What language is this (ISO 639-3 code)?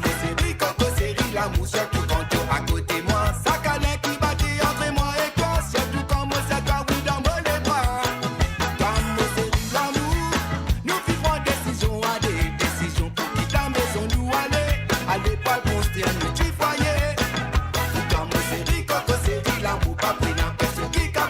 mfe